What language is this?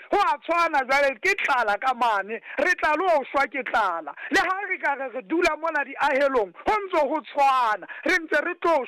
Southern Sotho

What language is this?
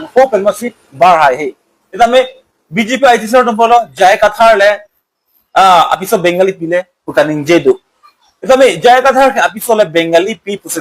Karbi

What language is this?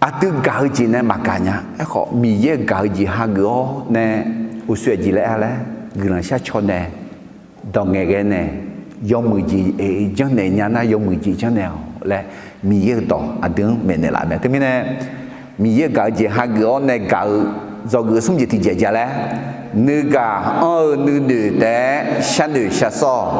Akha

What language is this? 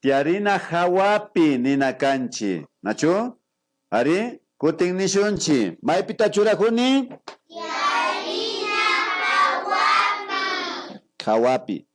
Imbabura Highland Quichua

